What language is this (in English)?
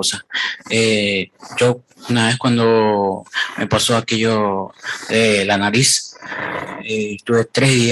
Guarani